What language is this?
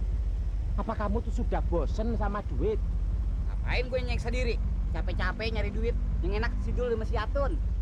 Betawi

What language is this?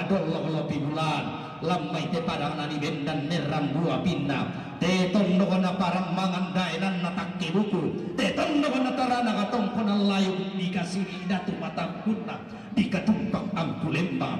Toraja-Sa'dan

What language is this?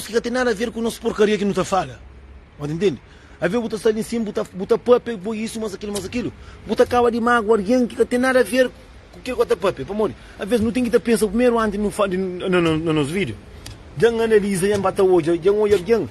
Kabuverdianu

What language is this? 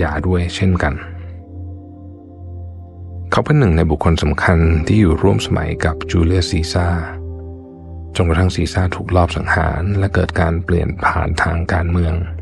Thai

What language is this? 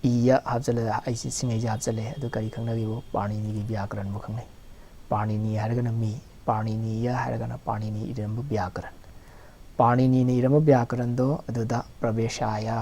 Manipuri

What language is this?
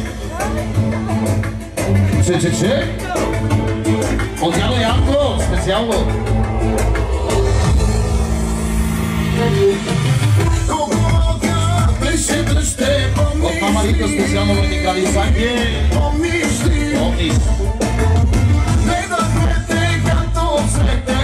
Bulgarian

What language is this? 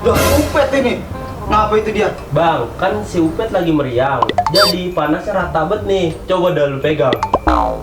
Betawi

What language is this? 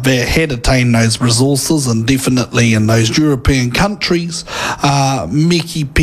Māori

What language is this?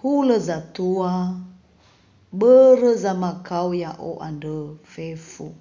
Nias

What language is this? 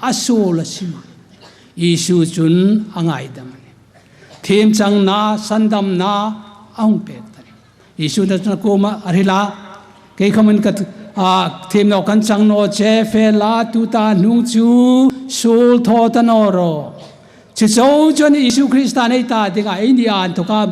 Hmar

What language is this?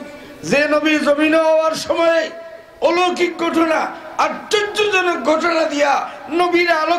Sylheti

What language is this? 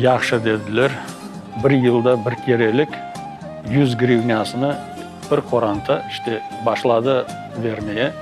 Crimean Tatar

